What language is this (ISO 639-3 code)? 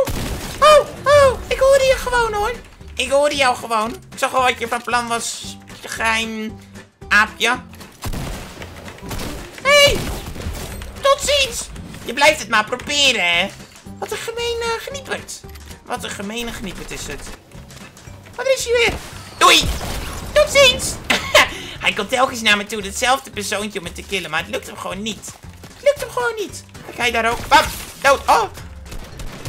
nld